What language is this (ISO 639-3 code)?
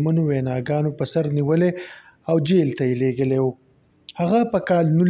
pus